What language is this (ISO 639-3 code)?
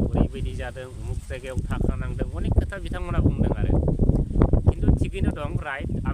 brx